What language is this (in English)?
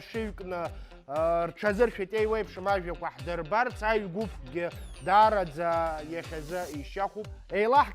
Abkhazian